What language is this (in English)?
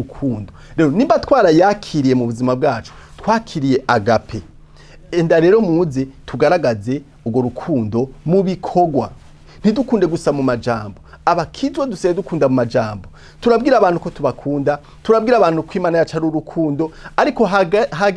Rundi